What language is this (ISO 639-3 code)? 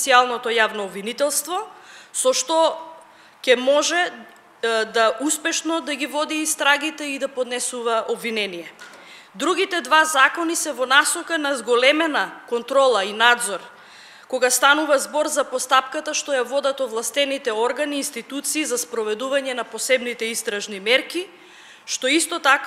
mkd